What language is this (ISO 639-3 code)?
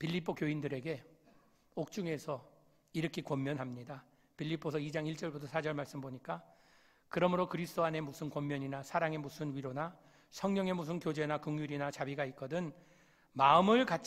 kor